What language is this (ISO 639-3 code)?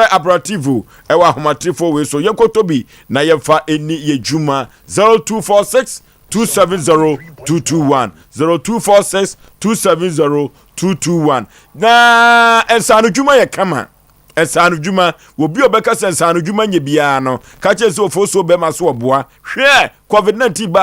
aka